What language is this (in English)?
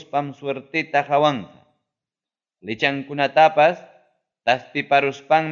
Ayacucho Quechua